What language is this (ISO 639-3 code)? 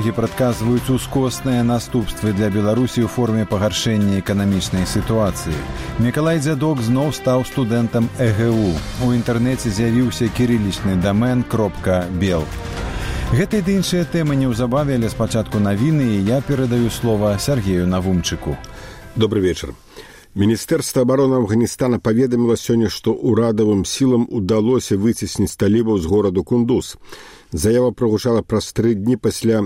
bel